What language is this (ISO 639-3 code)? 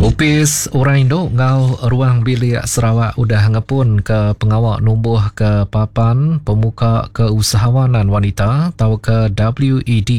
iba